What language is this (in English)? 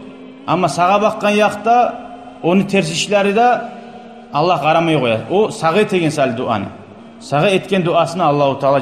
Kumyk